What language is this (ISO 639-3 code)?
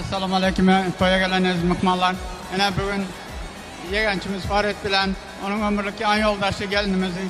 tuk